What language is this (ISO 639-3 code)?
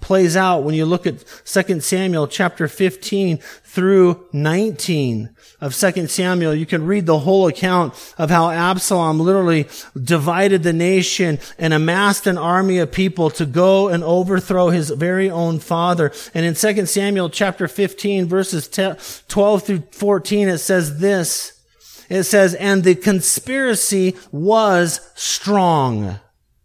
eng